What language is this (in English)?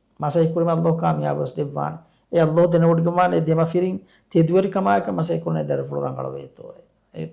Divehi